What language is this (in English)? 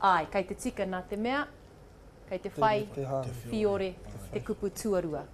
Māori